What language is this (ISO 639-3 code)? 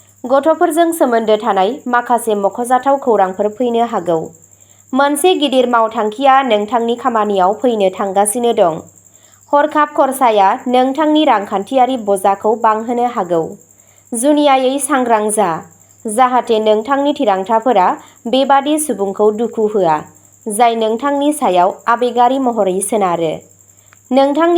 brx